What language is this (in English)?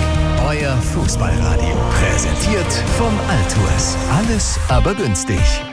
German